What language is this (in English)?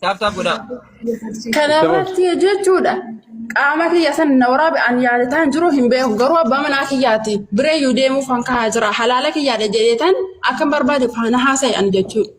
Oromo